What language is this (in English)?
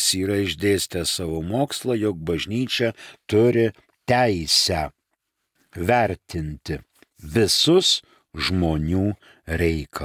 Lithuanian